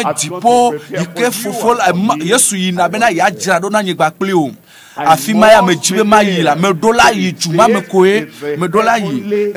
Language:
Ewe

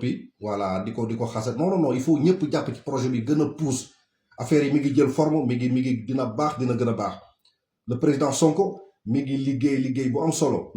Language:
Wolof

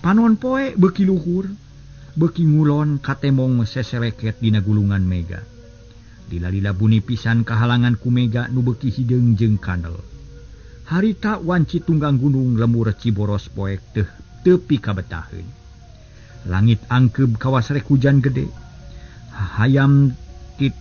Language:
Sundanese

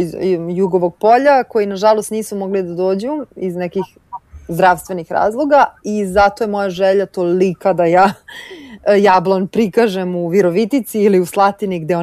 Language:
Serbian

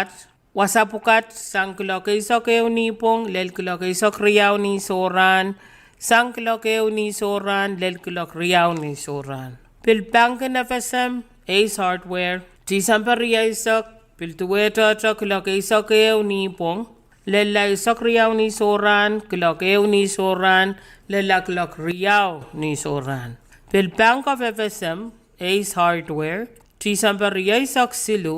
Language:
Pohnpeian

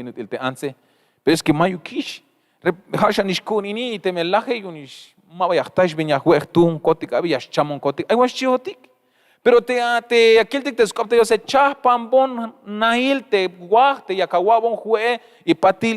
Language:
Tzeltal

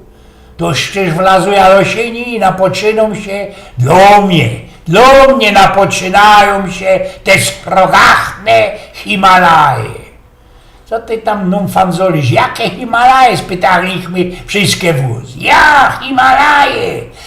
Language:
Silesian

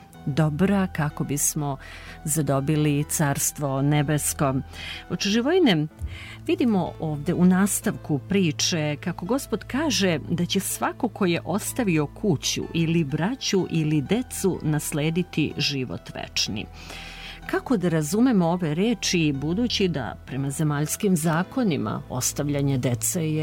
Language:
Serbian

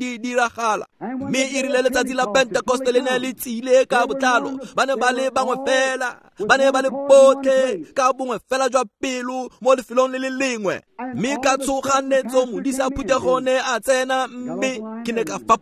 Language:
Tswana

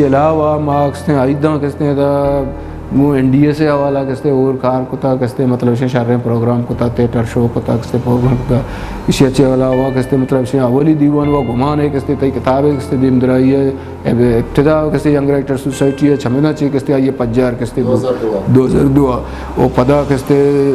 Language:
Eastern Balochi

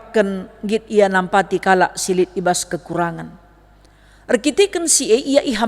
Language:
Batak Karo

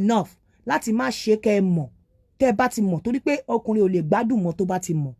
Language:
Yoruba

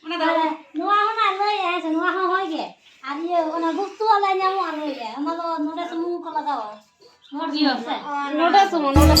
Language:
Santali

